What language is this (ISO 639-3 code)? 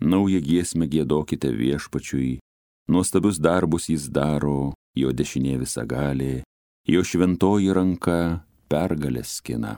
lit